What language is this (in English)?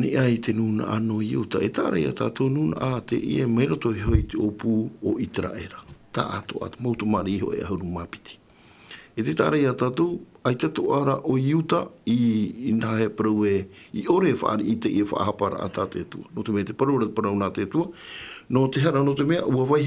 Tahitian